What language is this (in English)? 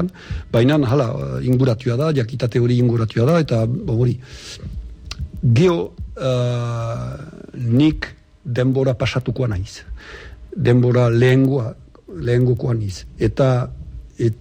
Basque